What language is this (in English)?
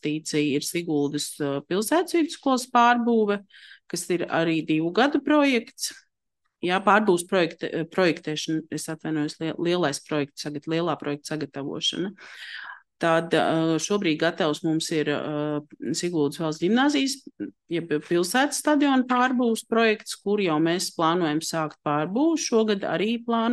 Latvian